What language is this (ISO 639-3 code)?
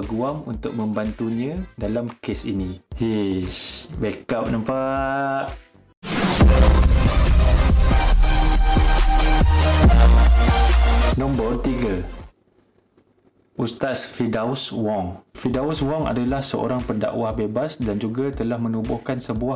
msa